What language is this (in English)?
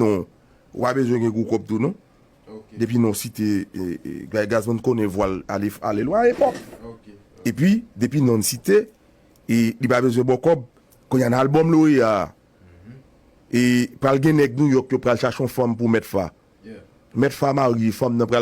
Haitian Creole